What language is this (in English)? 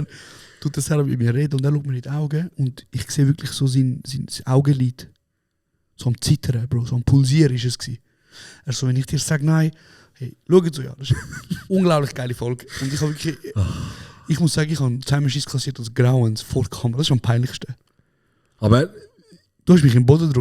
Swiss German